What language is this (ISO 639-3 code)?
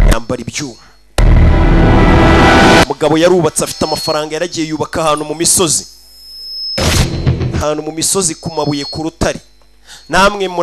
kin